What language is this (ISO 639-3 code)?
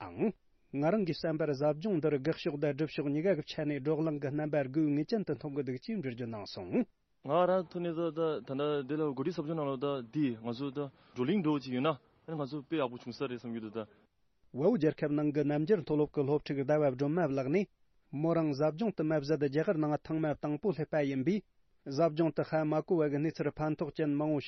bod